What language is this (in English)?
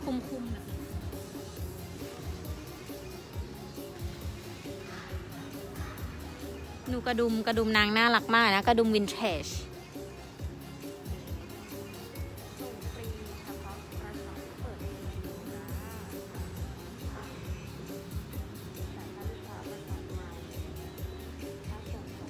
Thai